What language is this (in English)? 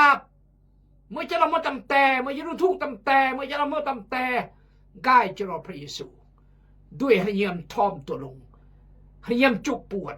Khmu